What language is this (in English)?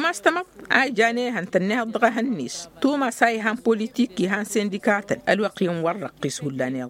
Tamasheq